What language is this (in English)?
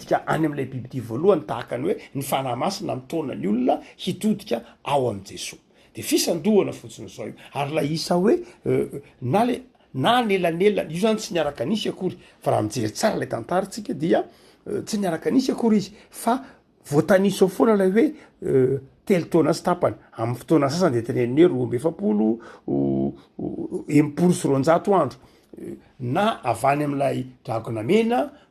Malagasy